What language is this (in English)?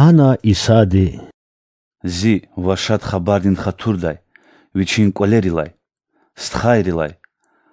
Lezghian